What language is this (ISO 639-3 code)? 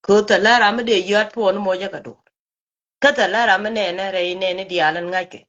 nus